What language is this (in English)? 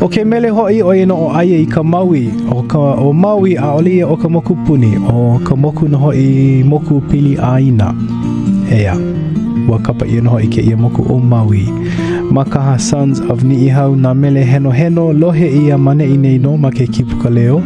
Hawaiian